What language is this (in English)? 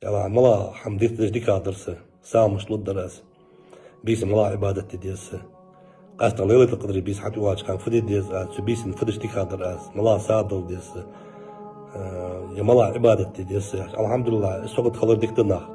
Ingush